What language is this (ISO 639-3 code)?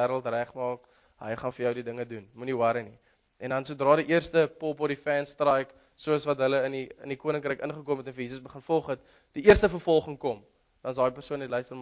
afr